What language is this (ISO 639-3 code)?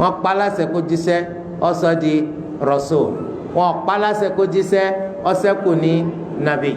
yor